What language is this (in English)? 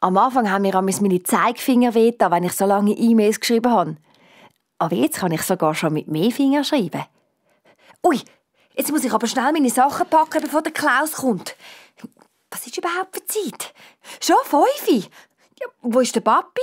Swiss German